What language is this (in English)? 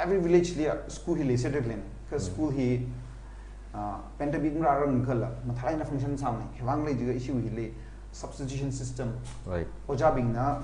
Tangkhul Naga (India)